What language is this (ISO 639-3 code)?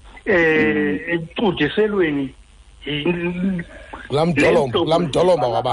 xho